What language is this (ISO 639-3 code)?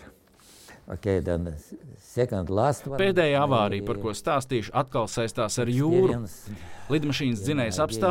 lav